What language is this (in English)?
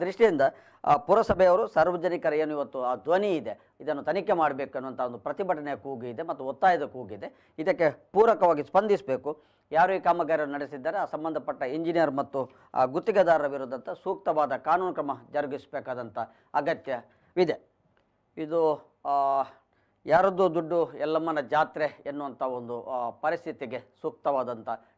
Kannada